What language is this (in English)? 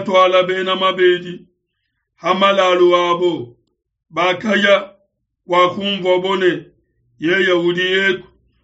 Luba-Lulua